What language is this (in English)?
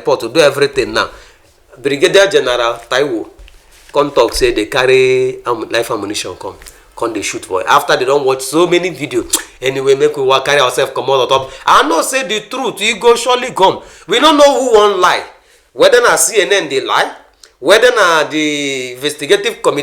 Nigerian Pidgin